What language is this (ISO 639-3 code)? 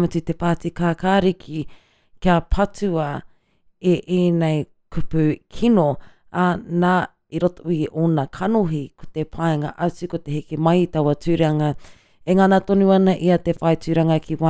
mri